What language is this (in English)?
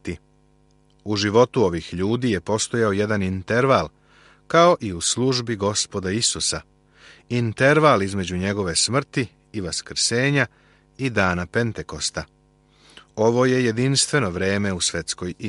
Serbian